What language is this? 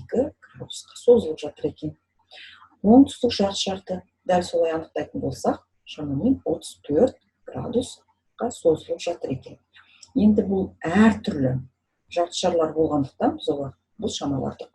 Kazakh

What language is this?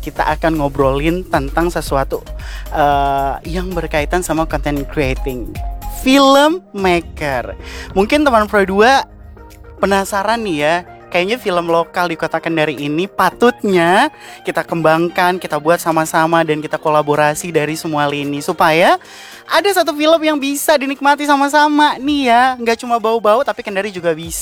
Indonesian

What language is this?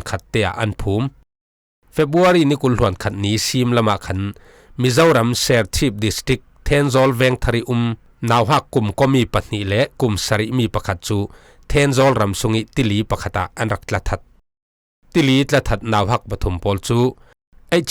Falam Chin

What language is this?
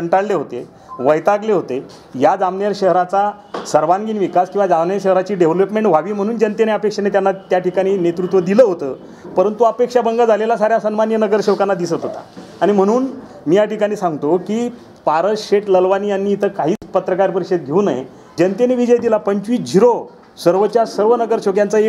Marathi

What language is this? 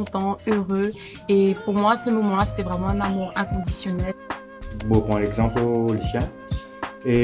Morisyen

